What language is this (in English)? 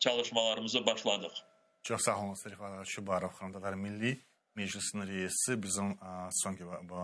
Crimean Tatar